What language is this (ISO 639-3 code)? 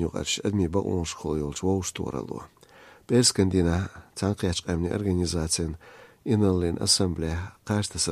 che